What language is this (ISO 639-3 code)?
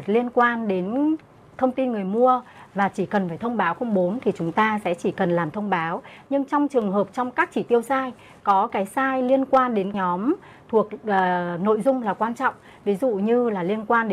vie